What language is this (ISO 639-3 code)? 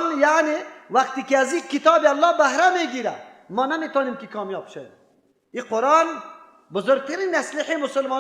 fas